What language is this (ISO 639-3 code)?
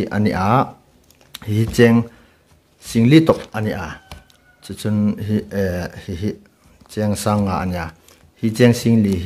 hmr